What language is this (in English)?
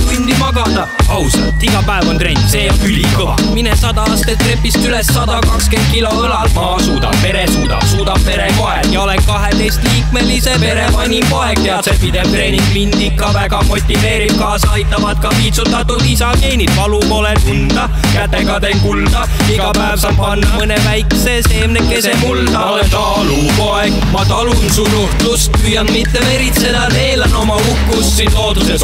Estonian